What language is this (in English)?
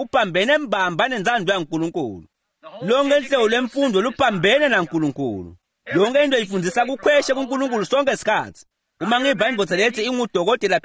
Swati